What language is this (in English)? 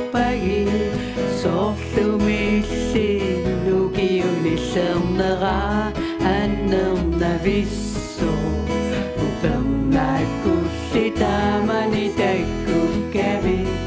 Kalaallisut